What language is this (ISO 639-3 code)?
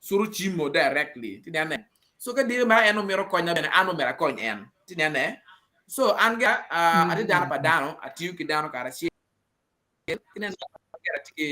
ach